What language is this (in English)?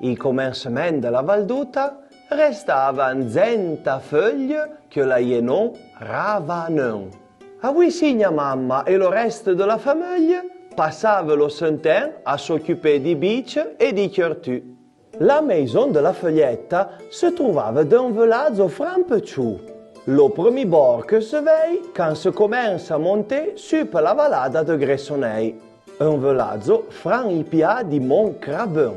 Arpitan